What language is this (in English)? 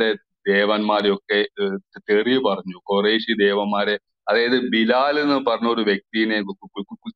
Malayalam